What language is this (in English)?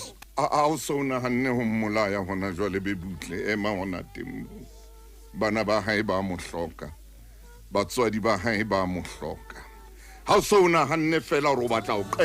Southern Sotho